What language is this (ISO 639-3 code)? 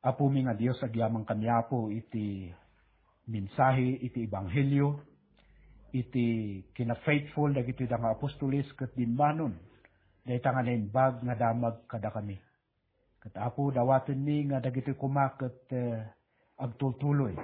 ilo